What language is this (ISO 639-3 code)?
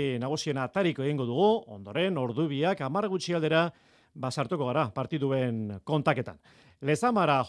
eus